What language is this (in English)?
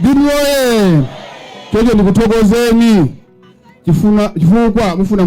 Nyanja